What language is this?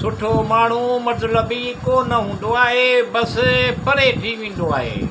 Sindhi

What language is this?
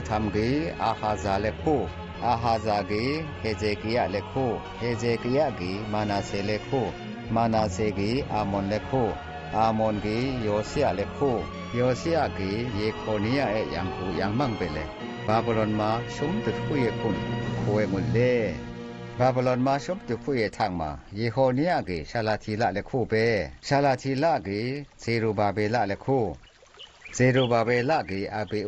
Zaiwa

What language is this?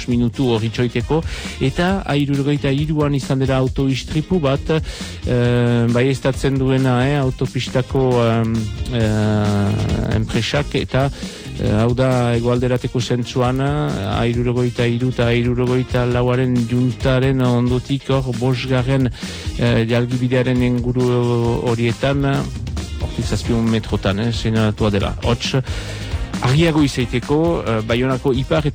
Basque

